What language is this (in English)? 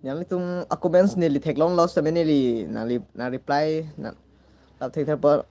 Karbi